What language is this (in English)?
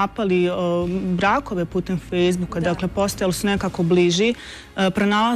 Bosnian